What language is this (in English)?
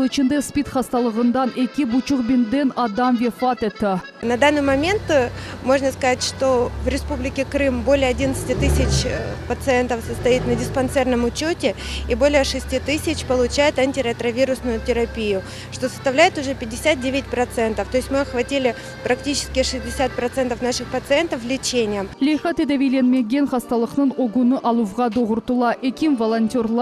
Crimean Tatar